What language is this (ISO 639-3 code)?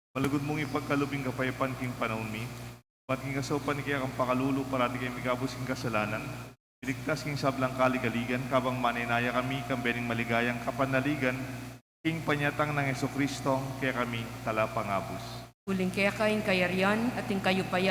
pam